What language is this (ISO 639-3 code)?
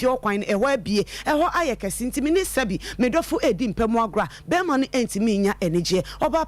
aka